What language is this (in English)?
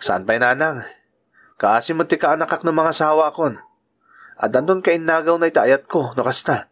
Iloko